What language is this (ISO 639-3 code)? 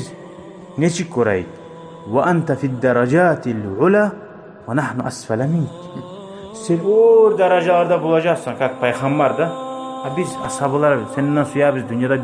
kum